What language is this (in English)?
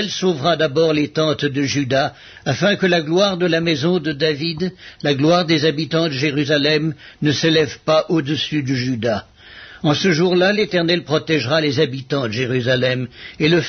French